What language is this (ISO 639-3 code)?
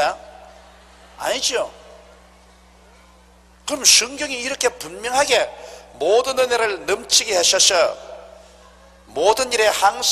kor